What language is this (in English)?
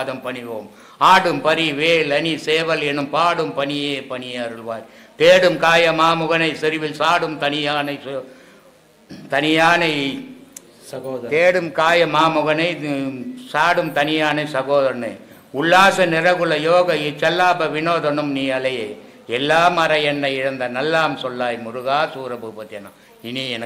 Tamil